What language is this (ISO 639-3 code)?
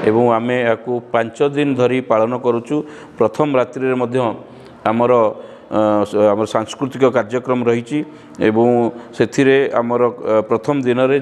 ori